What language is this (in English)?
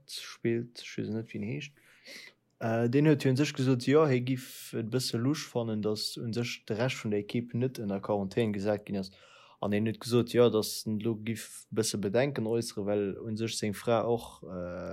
Luxembourgish